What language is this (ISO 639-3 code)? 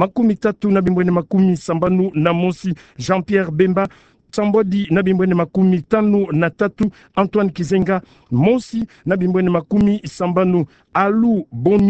ktu